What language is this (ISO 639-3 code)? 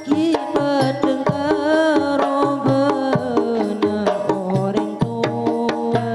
mad